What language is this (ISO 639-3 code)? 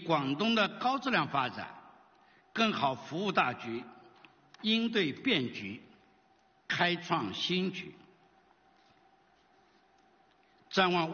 zho